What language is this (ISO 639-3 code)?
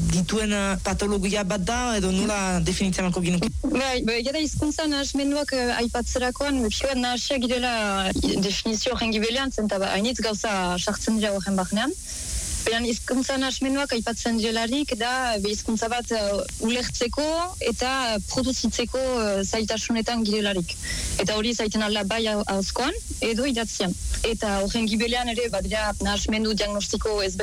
eus